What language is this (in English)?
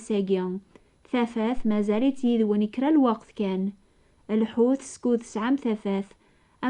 Kabyle